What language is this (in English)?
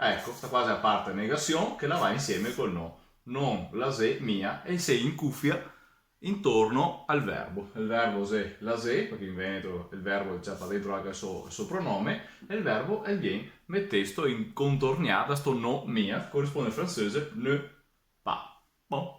Venetian